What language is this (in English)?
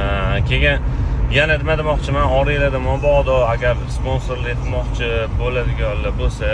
Uzbek